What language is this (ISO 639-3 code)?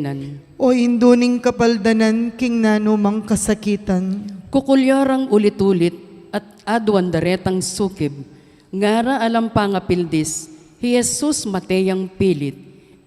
pam